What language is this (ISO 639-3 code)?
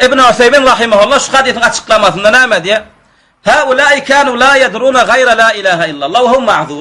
tuk